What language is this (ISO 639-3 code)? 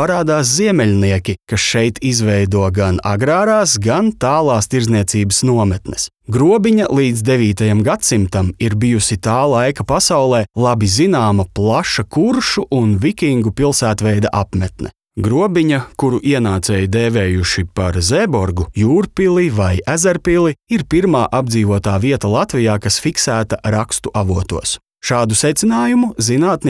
lav